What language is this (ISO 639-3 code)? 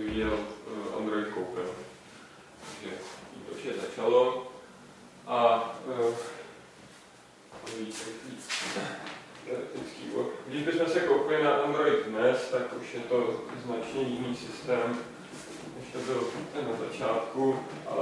ces